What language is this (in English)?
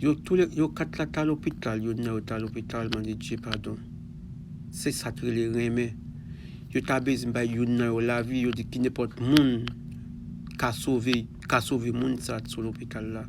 Haitian Creole